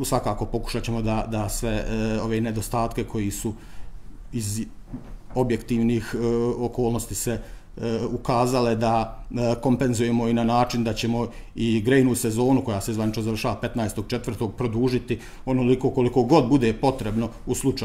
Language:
Serbian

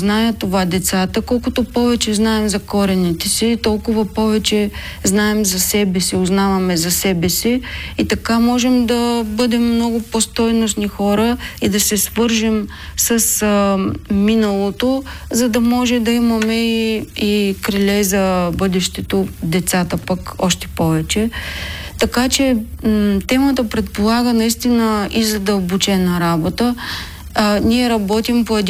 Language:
Bulgarian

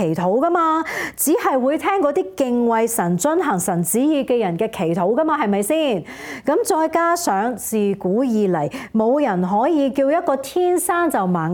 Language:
Cantonese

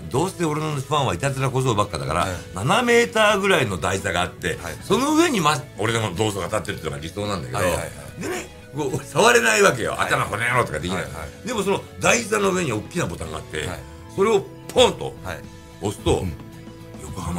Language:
Japanese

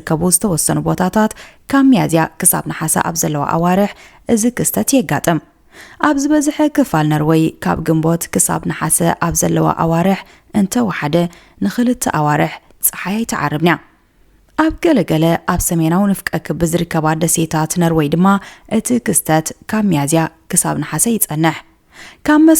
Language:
Tigrinya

